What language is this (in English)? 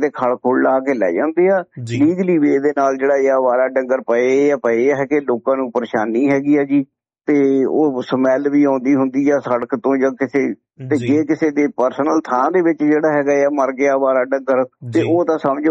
Punjabi